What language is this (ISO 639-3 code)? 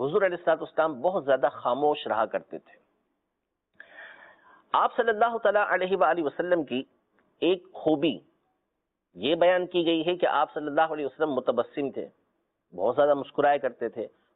urd